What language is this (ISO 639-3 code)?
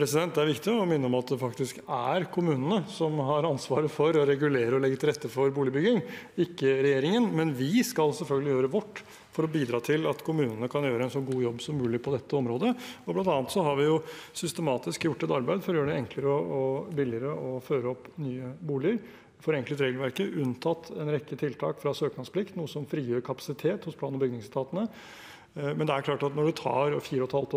nor